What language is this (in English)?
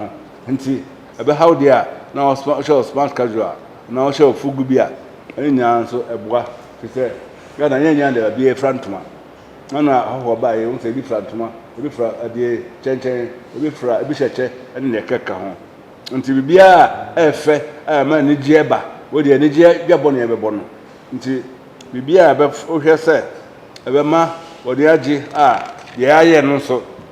Akan